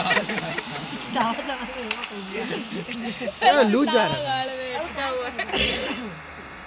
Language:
Hindi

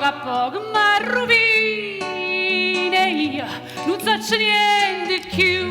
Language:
Neapolitan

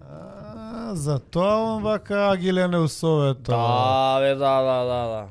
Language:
Macedonian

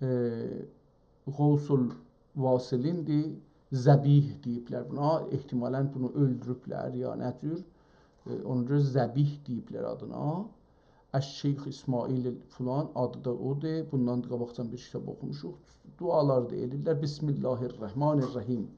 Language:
South Azerbaijani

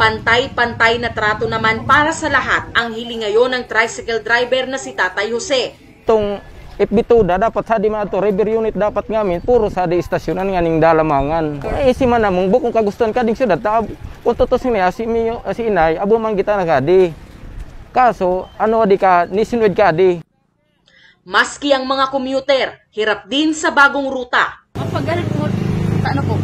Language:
Bikol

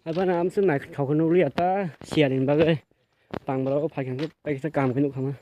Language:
Kok Borok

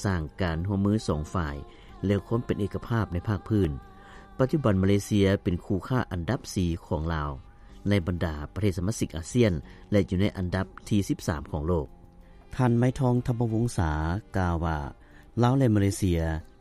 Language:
Lao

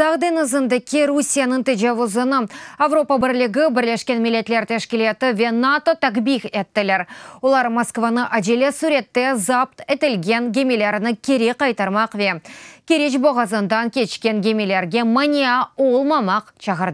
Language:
Crimean Tatar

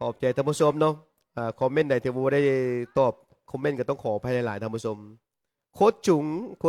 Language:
Lao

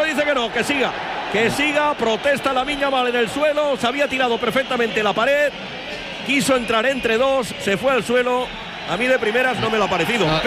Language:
Spanish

